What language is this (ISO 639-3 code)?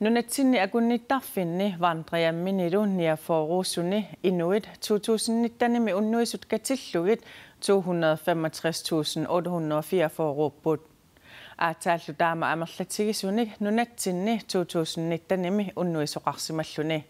kal